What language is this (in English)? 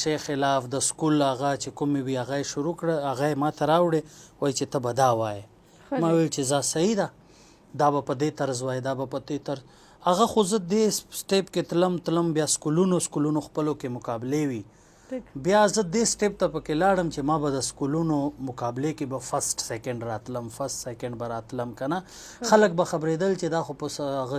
Pashto